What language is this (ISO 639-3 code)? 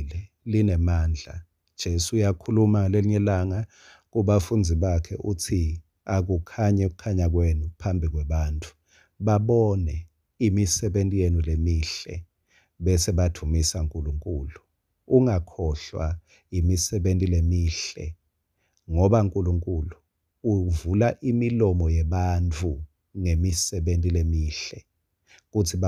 ssw